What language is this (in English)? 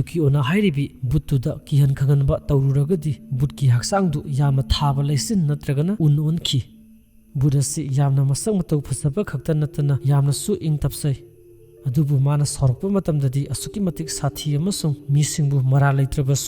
Manipuri